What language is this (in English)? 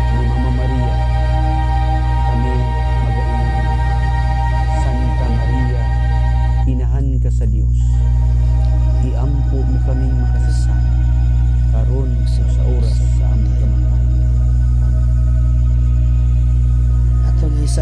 Cebuano